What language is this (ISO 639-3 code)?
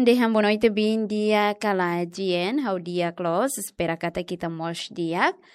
tet